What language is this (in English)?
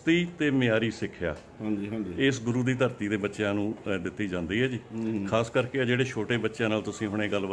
Punjabi